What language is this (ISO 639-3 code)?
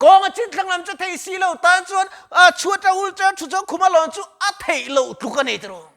lus